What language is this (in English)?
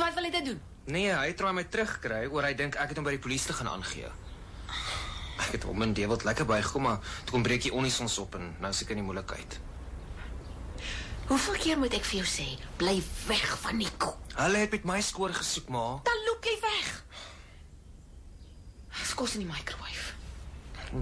Afrikaans